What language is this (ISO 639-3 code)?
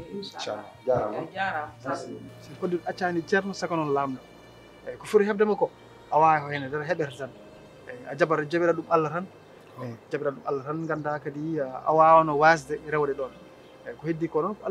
ful